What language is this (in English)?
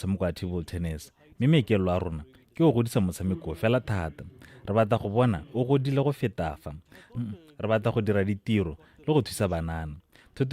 Tswana